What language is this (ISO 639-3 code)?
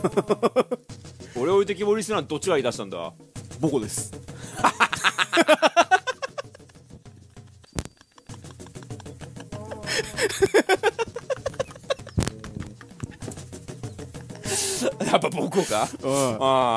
jpn